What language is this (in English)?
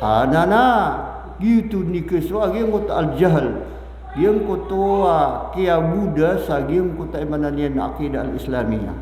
Maranao